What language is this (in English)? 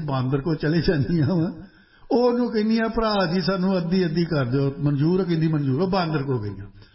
Punjabi